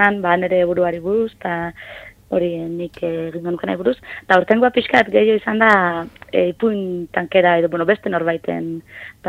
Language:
Basque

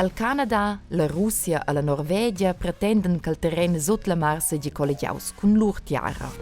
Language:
Romansh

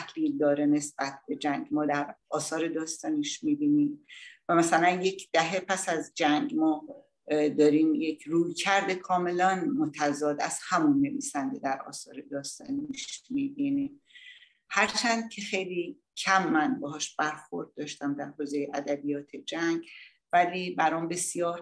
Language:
Persian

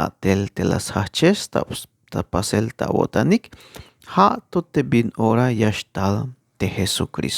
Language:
Tzeltal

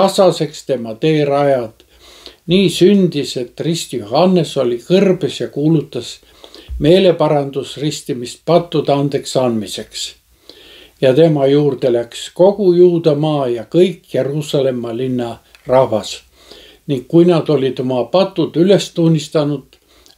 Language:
Estonian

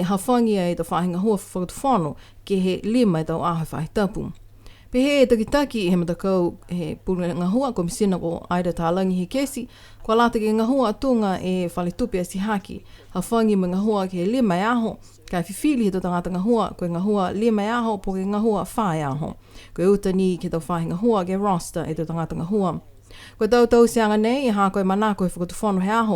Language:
Niuean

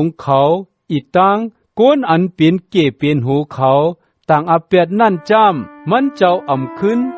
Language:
Shan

